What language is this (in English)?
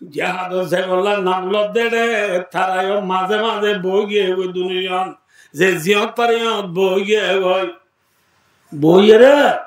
Rohingya